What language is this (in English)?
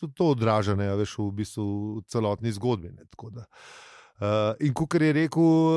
Slovenian